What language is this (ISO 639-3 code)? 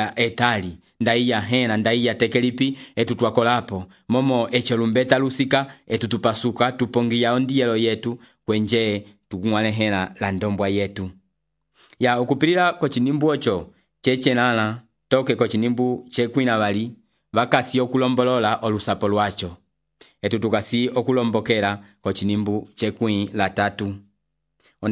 umb